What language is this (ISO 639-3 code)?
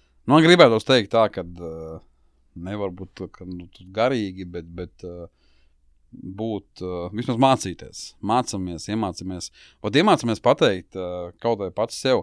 lav